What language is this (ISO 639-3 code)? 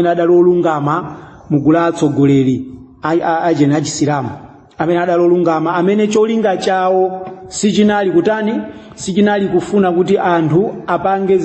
nya